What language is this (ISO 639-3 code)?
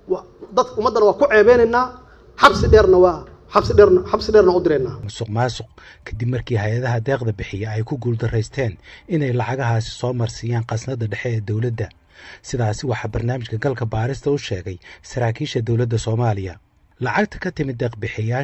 som